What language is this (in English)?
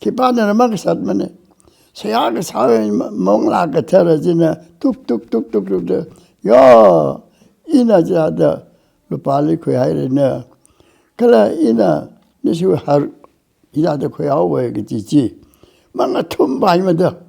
Tangkhul Naga (India)